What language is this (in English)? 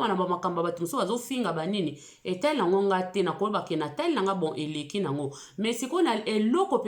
Lingala